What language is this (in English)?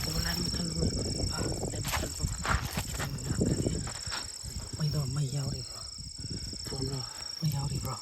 Manipuri